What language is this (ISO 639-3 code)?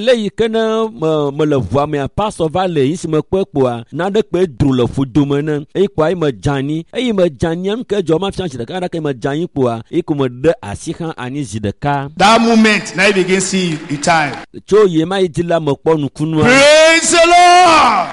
ewe